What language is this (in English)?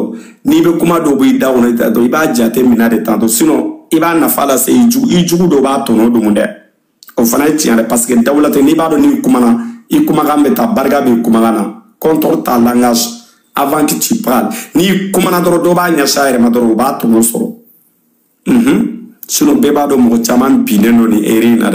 Bambara